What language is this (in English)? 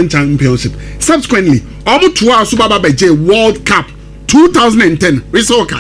Akan